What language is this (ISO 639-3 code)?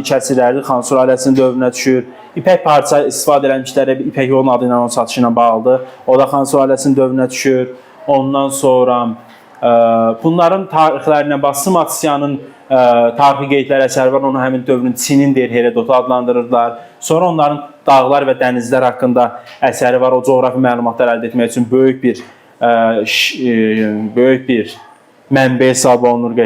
aze